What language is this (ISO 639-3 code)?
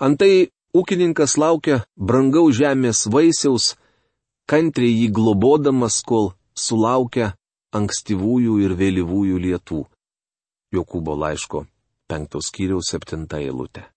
lit